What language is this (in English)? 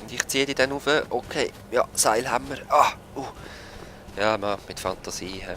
Swiss German